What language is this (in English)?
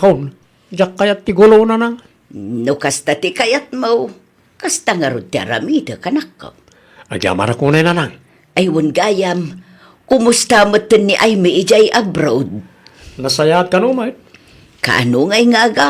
Iloko